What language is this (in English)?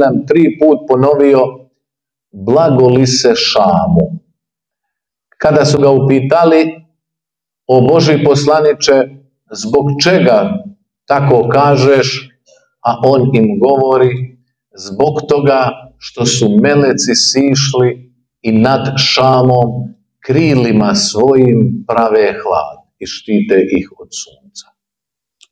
Bosnian